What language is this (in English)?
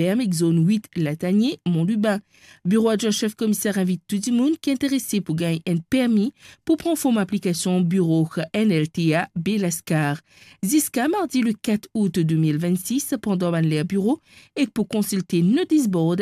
Morisyen